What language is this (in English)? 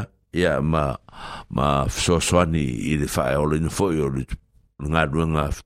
Samoan